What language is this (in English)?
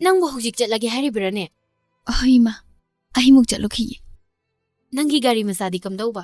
Manipuri